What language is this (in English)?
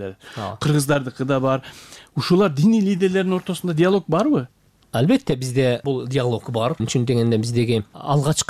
Kyrgyz